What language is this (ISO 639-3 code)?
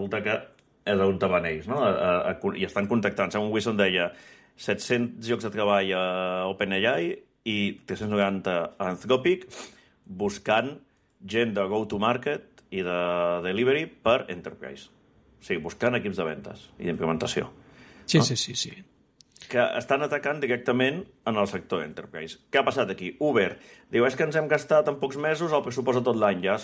cat